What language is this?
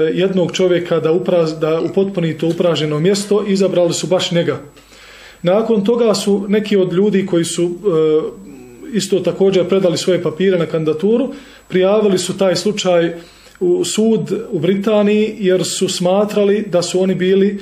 Bosnian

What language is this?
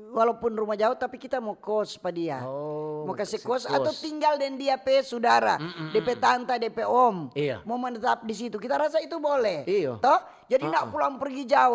Manado Malay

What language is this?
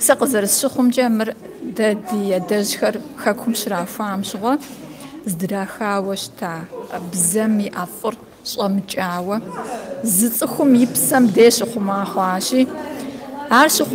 Kabardian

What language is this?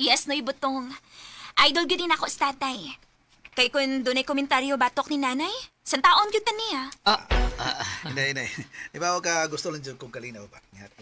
Cebuano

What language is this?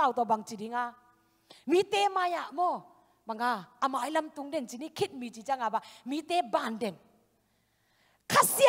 Thai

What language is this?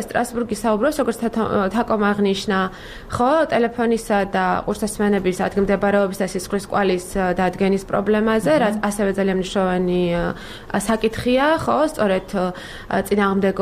Georgian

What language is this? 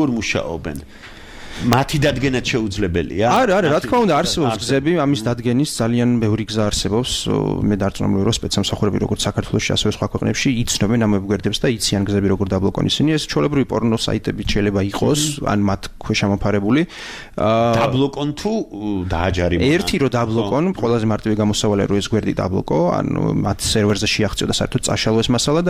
Georgian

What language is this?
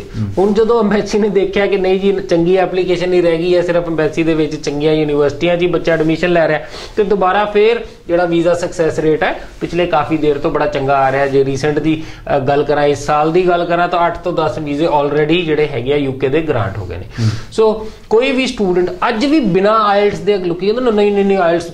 Punjabi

